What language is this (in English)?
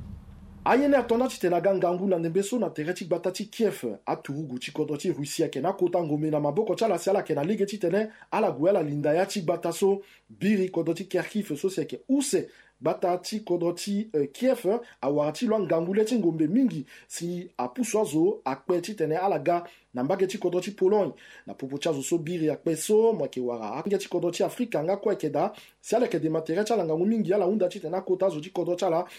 Sango